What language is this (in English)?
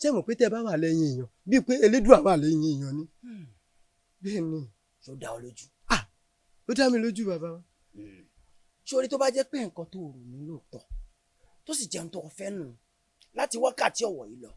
Yoruba